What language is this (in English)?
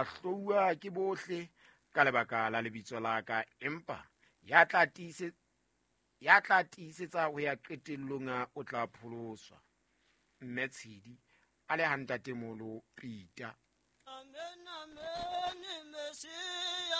Southern Sotho